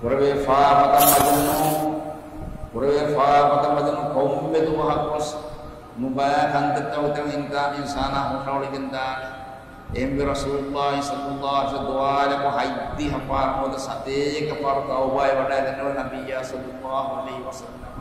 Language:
Divehi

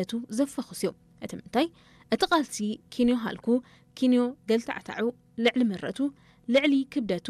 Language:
Tigrinya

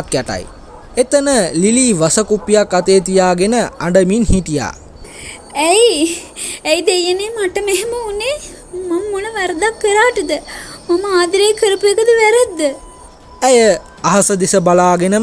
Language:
Sinhala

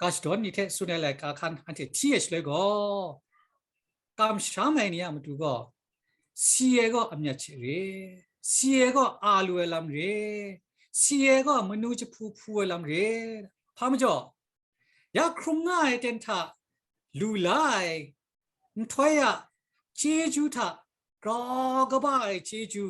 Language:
Kachin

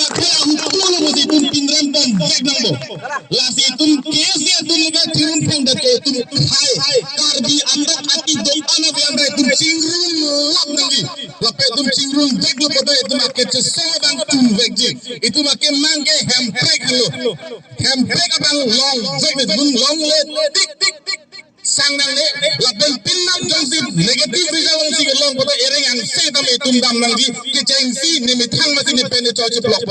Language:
Karbi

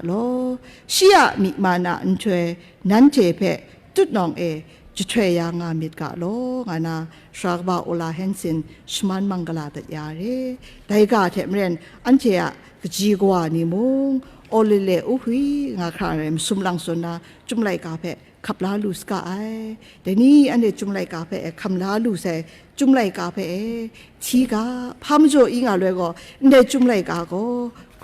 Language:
Kachin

